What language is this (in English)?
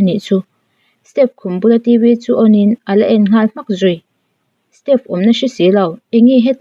Mizo